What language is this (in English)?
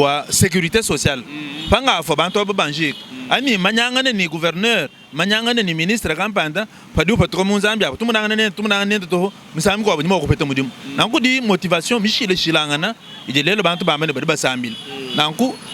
Luba-Lulua